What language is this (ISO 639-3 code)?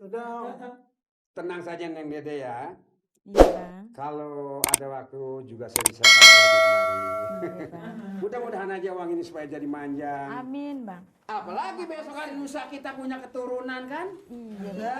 bew